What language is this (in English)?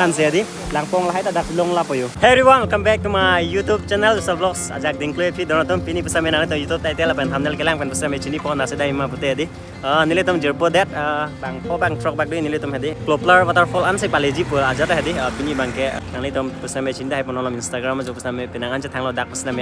Karbi